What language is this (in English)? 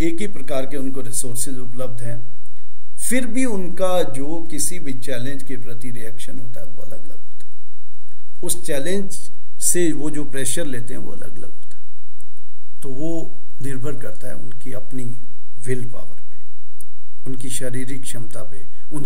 Hindi